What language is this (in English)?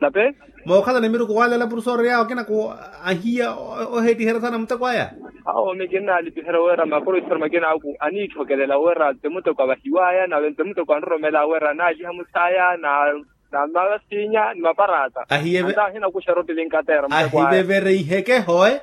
Makhuwa